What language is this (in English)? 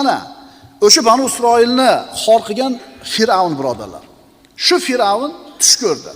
Uzbek